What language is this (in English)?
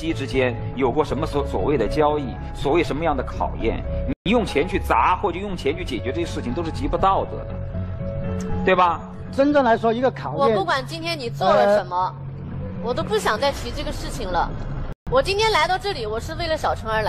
Chinese